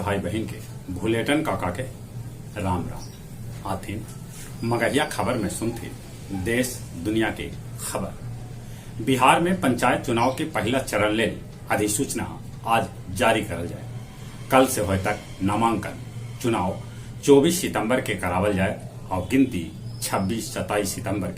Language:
Magahi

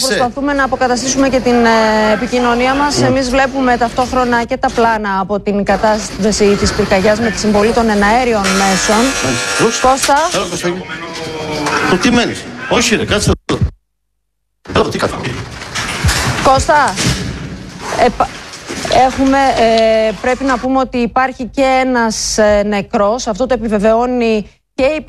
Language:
Greek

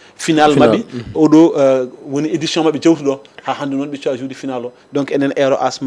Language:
Fula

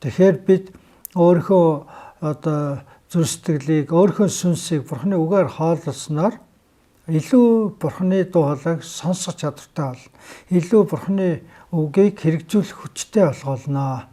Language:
Mongolian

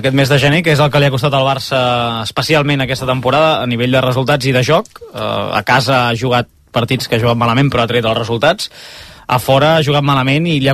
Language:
Catalan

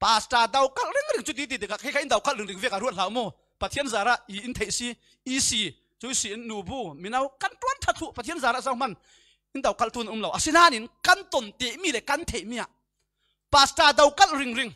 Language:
Falam Chin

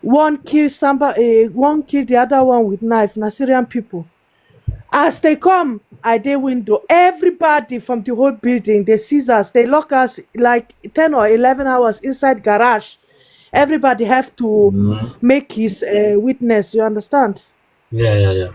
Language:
Nigerian Pidgin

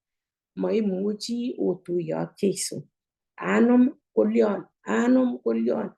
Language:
Kalenjin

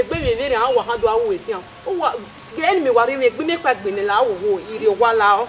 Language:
Bini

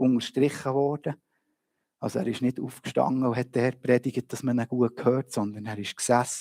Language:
Swiss German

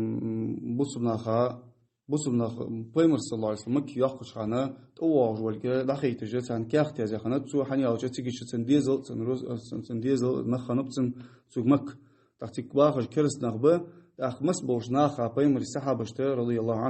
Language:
Ingush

